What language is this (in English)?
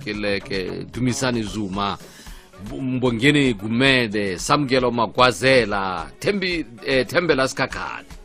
Tswana